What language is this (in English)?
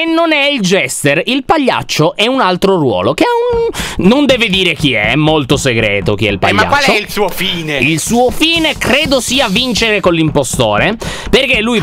Italian